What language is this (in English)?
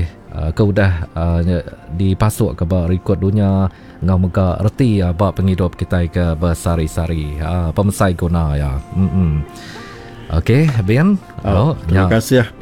Iban